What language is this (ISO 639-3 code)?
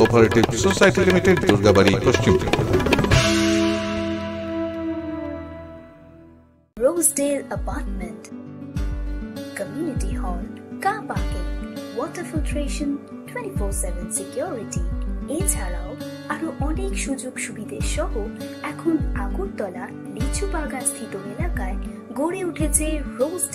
ben